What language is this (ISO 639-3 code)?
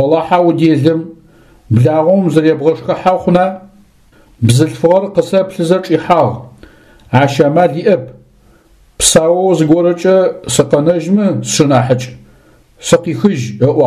ady